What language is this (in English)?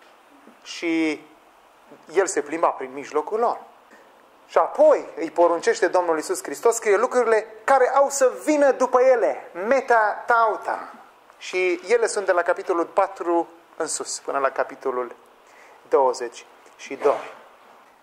Romanian